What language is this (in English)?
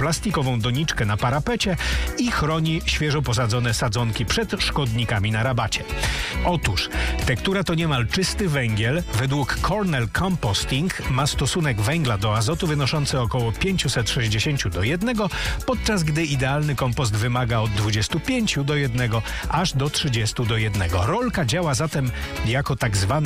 Polish